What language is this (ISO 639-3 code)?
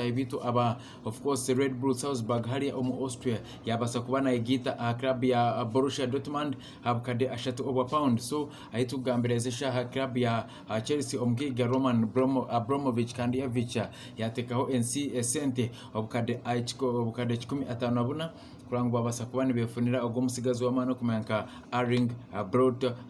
nyn